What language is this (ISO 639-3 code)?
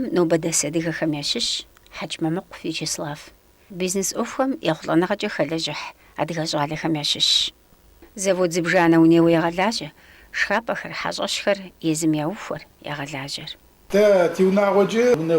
kbd